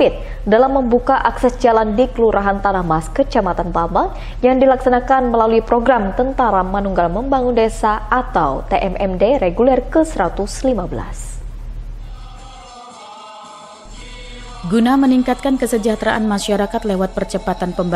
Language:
Indonesian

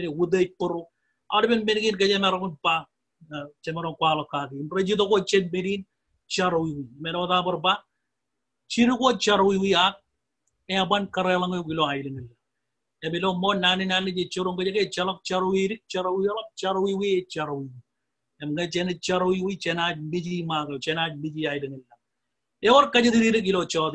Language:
Marshallese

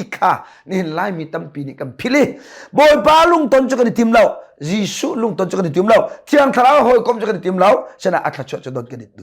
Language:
Hakha Chin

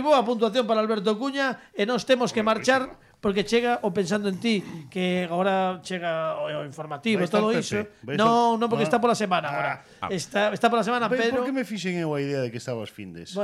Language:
Galician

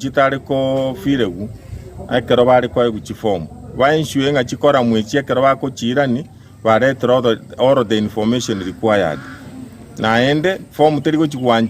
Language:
Gusii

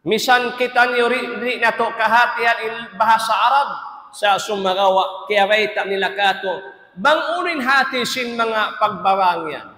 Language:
Tausug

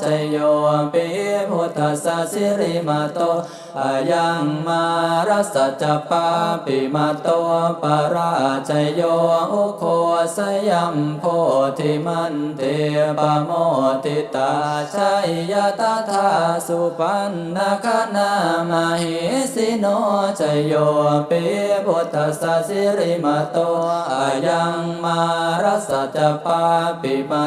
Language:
Pali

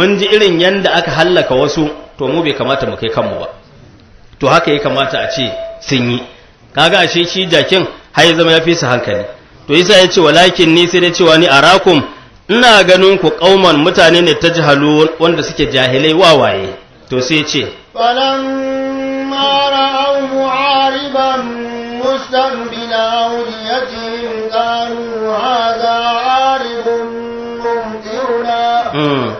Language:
Hausa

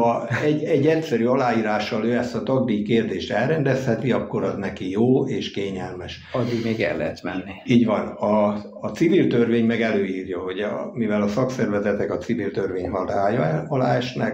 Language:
Hungarian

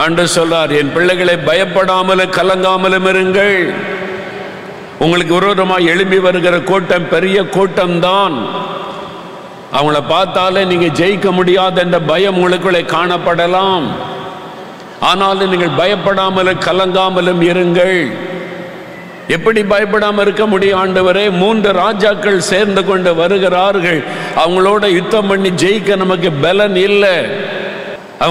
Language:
Tamil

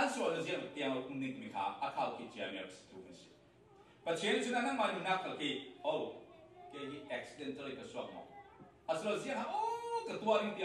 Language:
Falam Chin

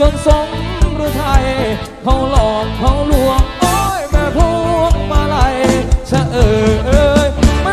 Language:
Thai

